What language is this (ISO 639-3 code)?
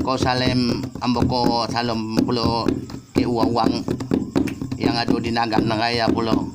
ace